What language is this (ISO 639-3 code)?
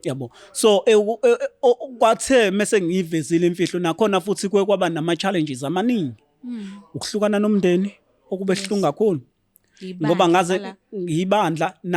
zul